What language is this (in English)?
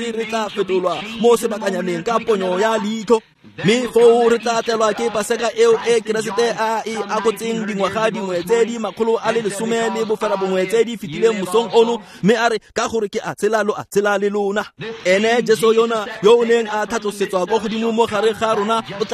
Tswana